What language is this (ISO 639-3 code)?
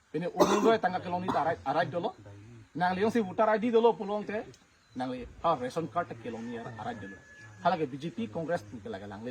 mjw